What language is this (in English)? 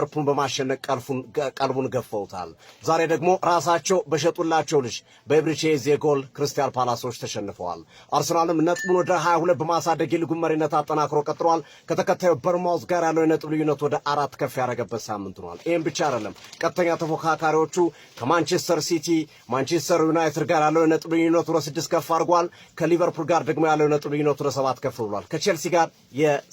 Amharic